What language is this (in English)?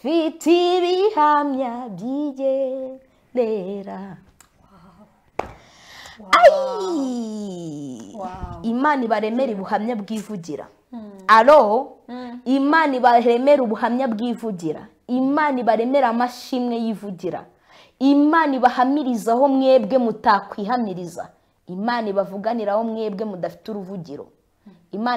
Kinyarwanda